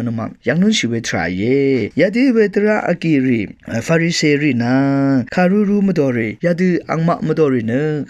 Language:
Rawang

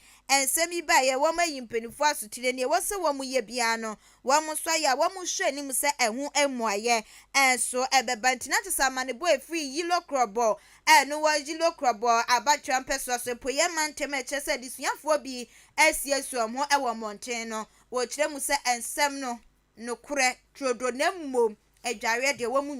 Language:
Akan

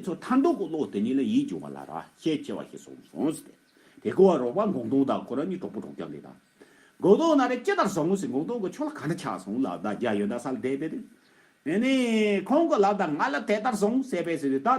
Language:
Tibetan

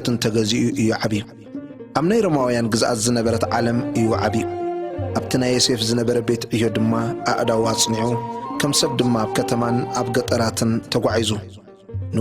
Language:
Tigrinya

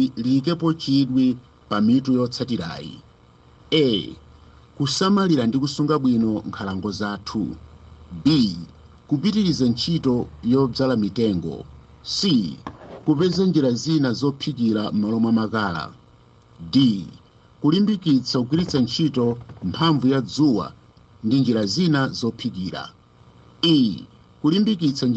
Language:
Nyanja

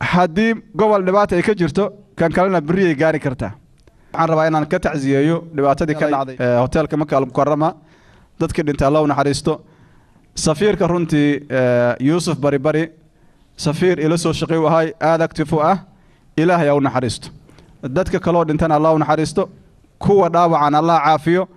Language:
Somali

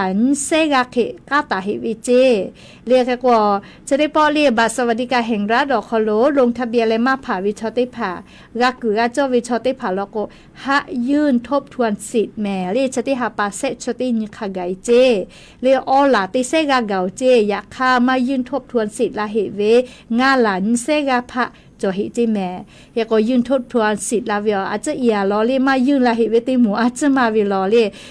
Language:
Lahu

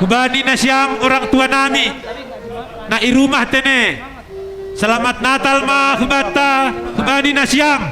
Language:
Batak Simalungun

